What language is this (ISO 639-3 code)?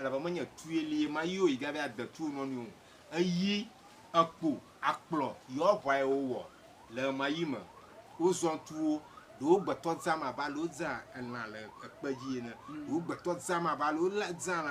ewe